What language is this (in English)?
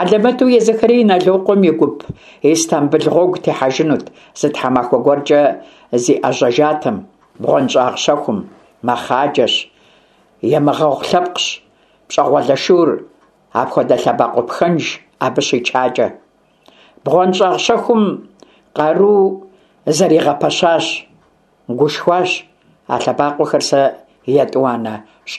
Kabardian